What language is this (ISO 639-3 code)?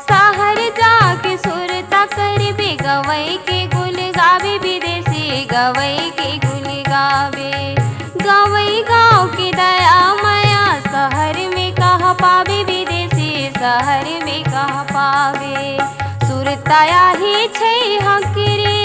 hne